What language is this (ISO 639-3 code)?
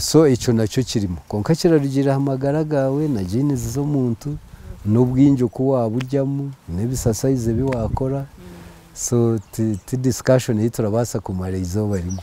nyn